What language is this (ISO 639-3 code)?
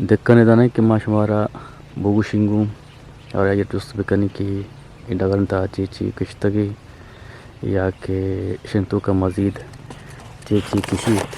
bgp